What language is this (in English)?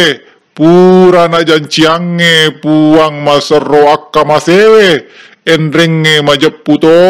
Buginese